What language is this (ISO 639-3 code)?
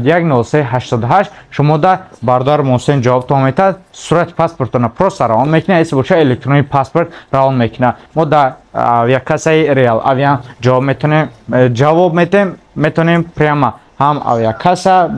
tgk